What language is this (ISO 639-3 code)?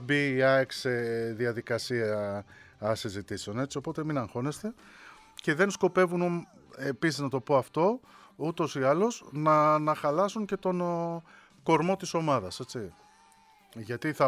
ell